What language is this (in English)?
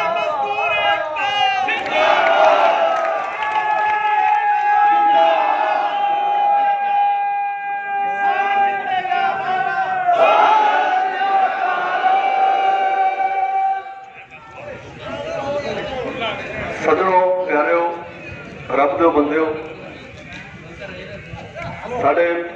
Punjabi